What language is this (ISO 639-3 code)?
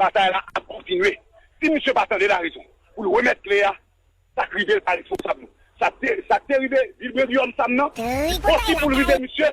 hat